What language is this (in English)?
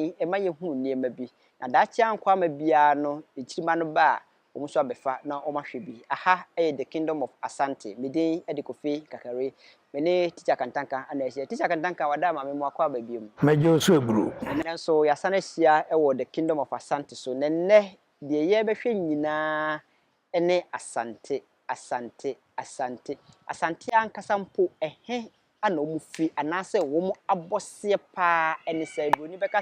Akan